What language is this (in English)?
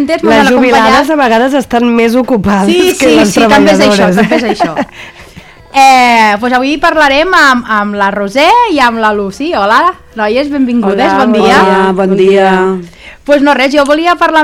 Catalan